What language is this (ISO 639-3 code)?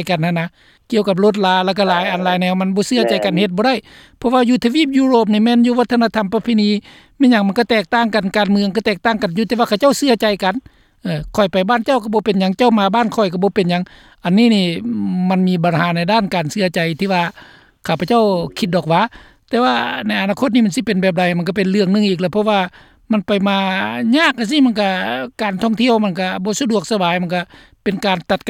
lao